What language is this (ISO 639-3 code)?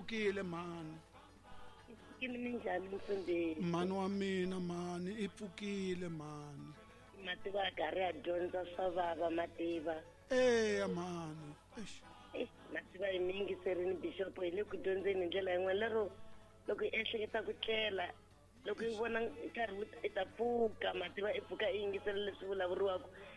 tso